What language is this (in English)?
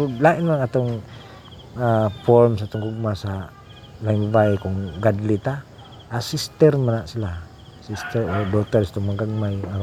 Cebuano